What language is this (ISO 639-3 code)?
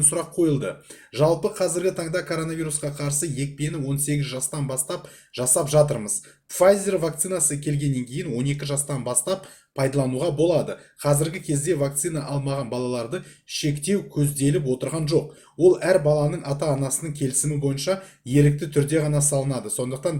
kaz